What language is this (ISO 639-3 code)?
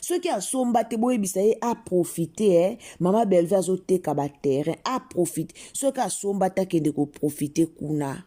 lin